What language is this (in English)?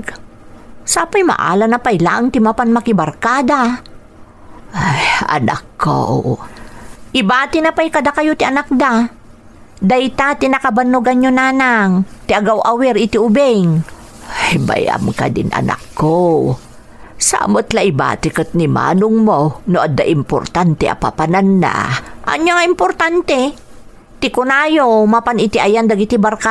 Iloko